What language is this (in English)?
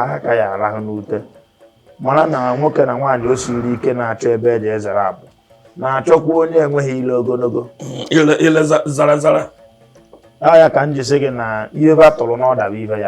Igbo